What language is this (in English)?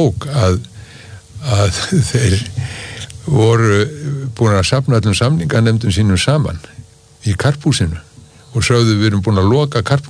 Icelandic